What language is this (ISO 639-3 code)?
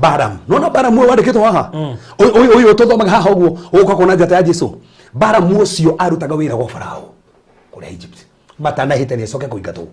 kik